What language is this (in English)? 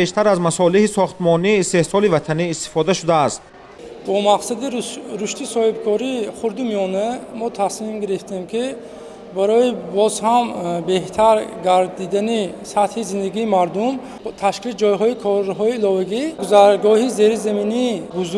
Tajik